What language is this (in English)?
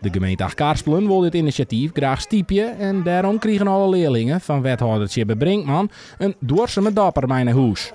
Western Frisian